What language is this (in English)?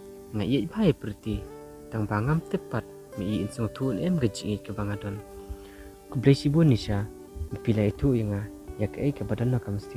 Khasi